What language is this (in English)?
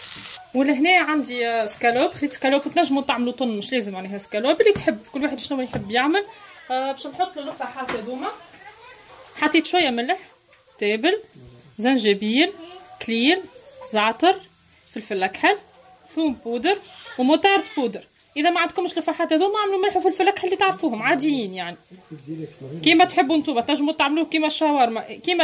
Tunisian Arabic